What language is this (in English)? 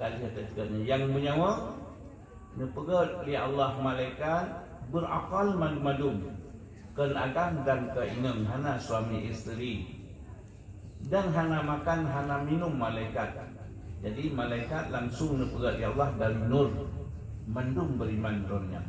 Achinese